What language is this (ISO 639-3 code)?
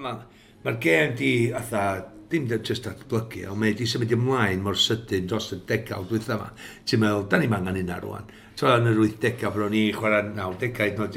cym